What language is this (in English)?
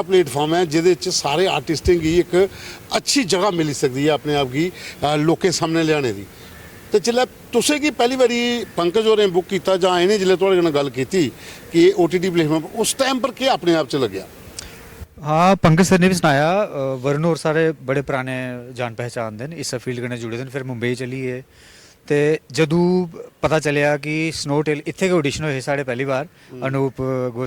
Dogri